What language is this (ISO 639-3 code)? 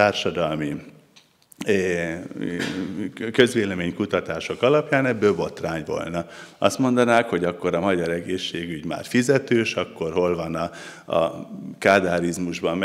hun